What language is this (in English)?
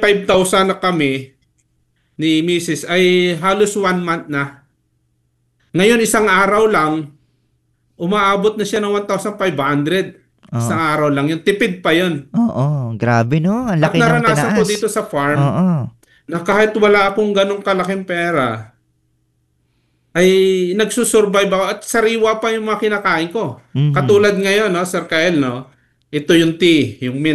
Filipino